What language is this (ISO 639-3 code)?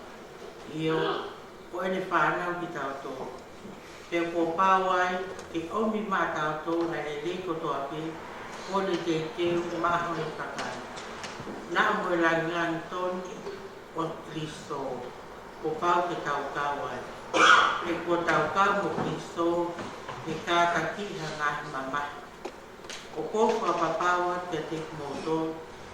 ton